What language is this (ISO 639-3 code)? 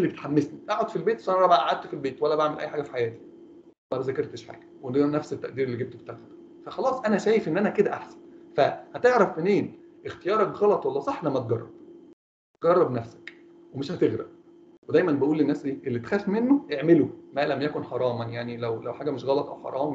arz